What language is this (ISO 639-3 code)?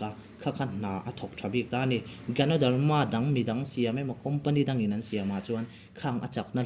lus